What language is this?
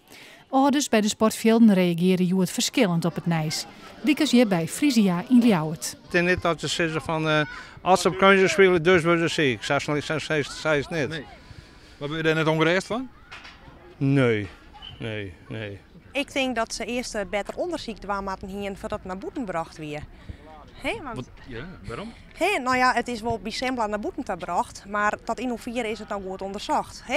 Western Frisian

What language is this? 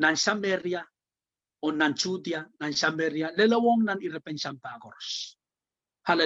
Pohnpeian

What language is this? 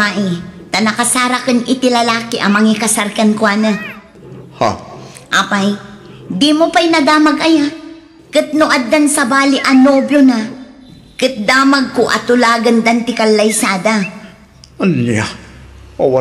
Iloko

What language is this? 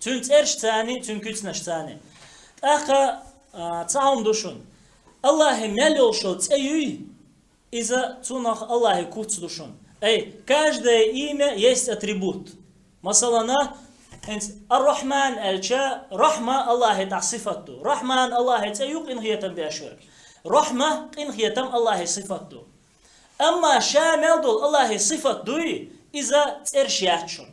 Chechen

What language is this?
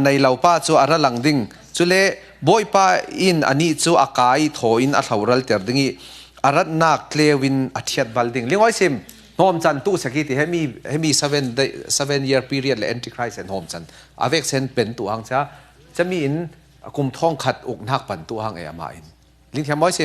Falam Chin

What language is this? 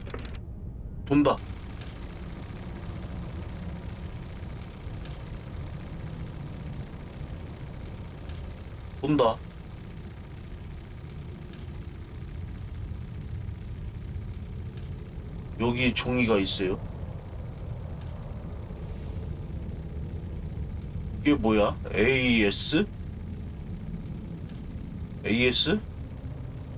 Korean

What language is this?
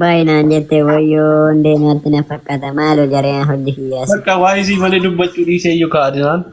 Oromo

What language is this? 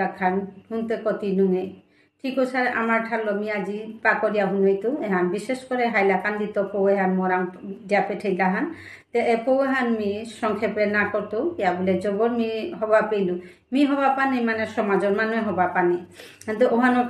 Bishnupriya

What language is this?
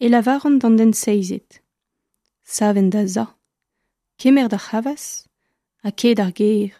Breton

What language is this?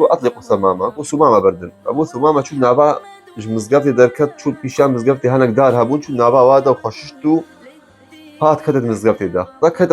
Kurdish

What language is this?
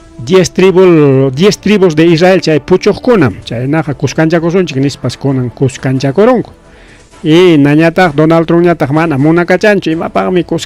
Ayacucho Quechua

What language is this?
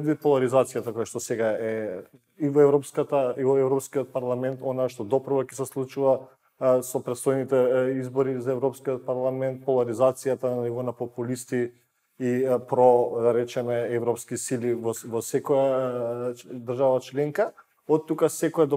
Macedonian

